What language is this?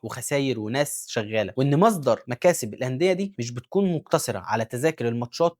Egyptian Arabic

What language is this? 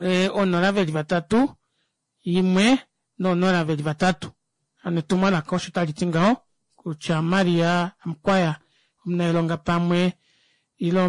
Kuanyama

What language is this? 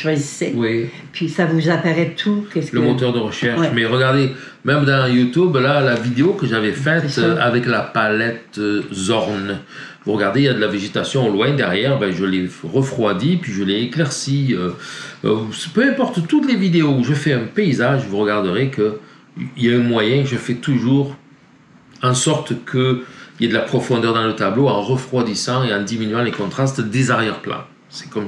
French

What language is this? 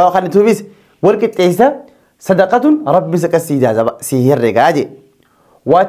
Oromo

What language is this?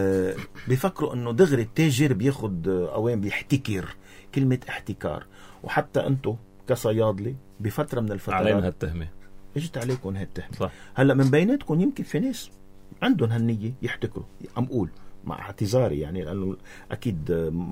North Levantine Arabic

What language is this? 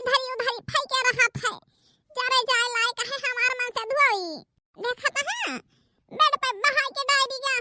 Awadhi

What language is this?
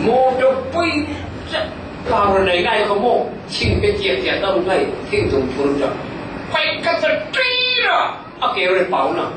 Falam Chin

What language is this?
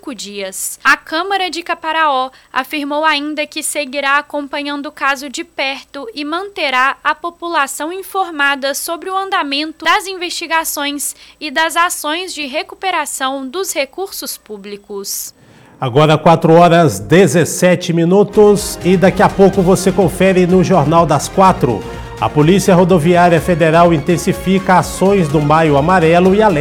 Portuguese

